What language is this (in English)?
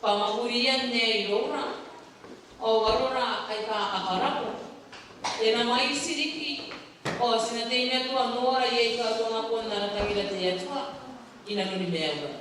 Gilbertese